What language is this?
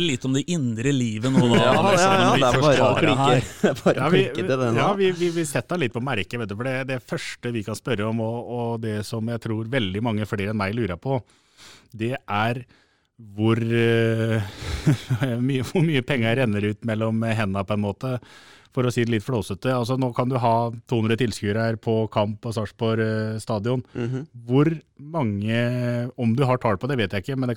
Norwegian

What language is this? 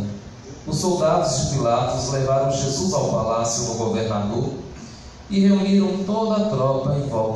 Portuguese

